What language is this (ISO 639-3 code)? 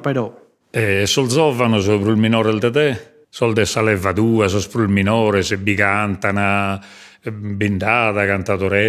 srd